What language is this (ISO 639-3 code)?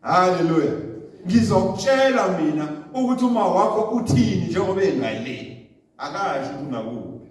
zul